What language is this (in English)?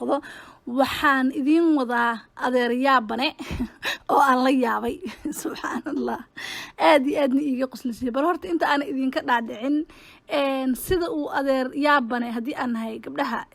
Somali